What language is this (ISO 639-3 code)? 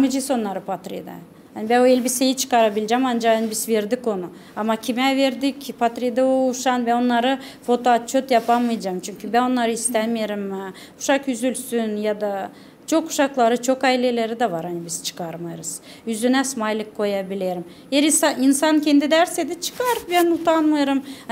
gag